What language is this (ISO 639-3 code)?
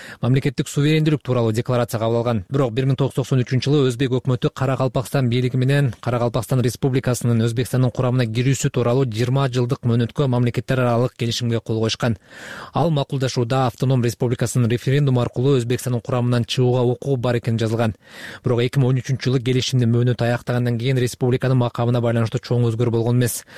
kir